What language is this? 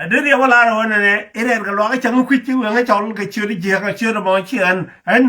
Nuer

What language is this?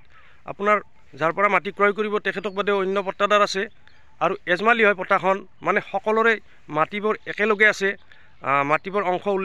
Assamese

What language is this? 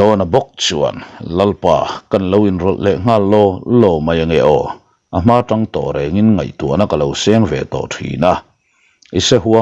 Mizo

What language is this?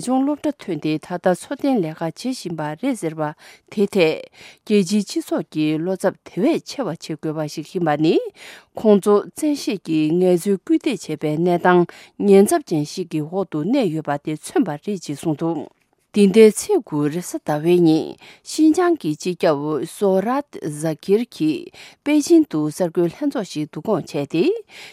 Tibetan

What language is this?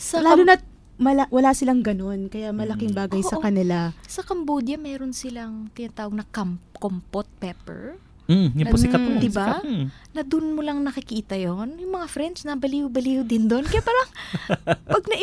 Filipino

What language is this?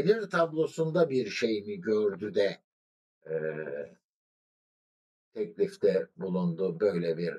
Turkish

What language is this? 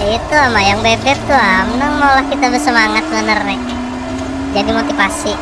Banjar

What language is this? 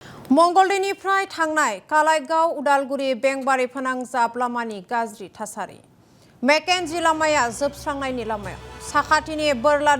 Bodo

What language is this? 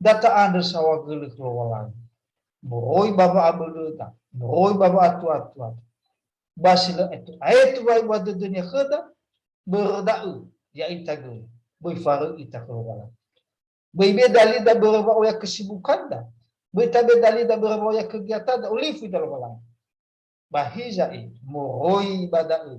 Nias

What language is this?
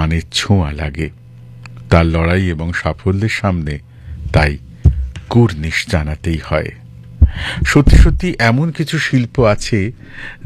Bangla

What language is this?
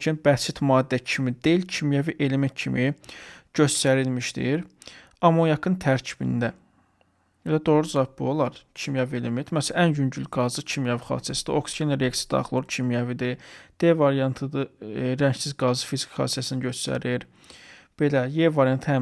Azerbaijani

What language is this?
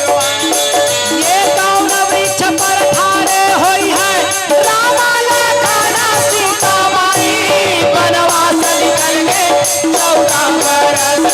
Chhattisgarhi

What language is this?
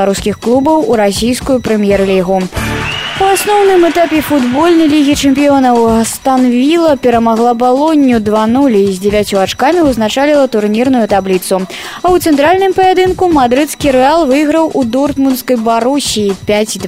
Belarusian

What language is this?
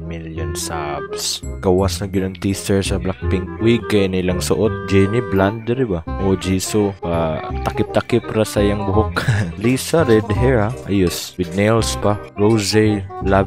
Cebuano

